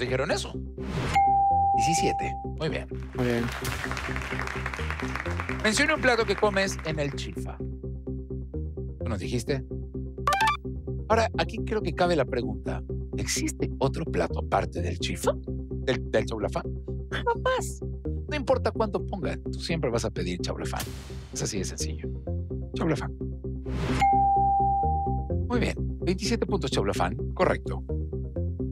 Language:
Spanish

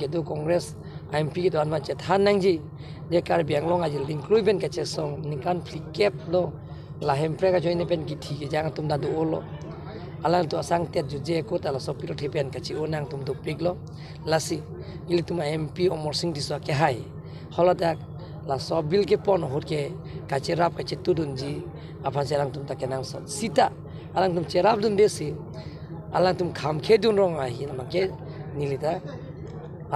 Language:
Karbi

